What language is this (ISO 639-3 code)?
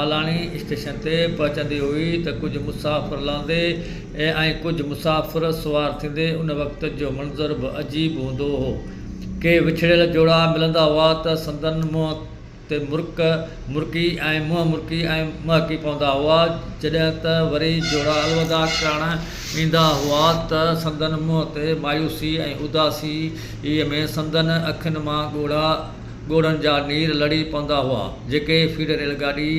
snd